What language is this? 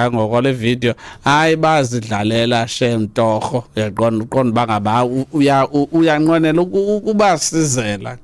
Xhosa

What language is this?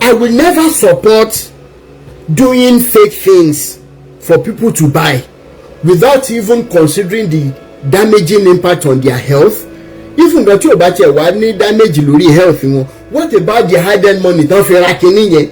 Yoruba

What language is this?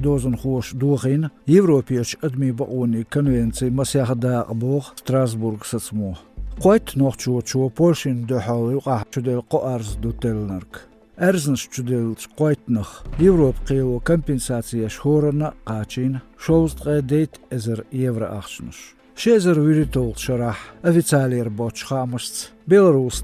Chechen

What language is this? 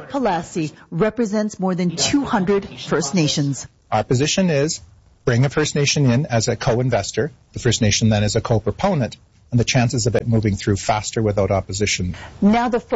English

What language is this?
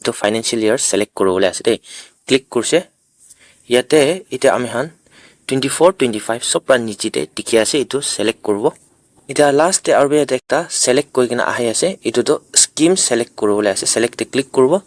Naga Pidgin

